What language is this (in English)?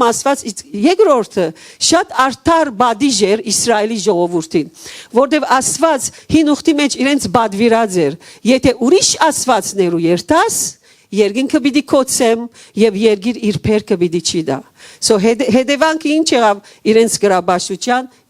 Western Armenian